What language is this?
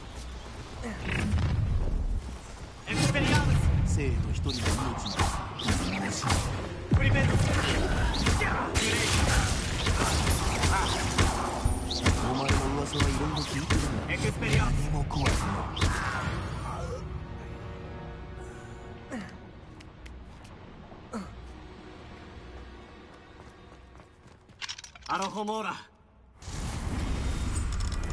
Japanese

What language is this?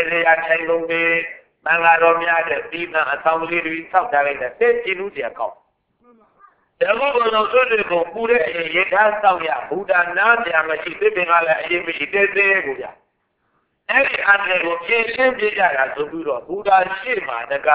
Burmese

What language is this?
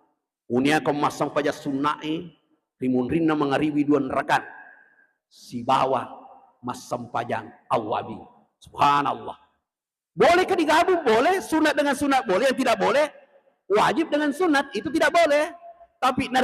Buginese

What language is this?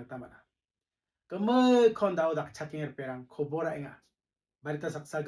Garo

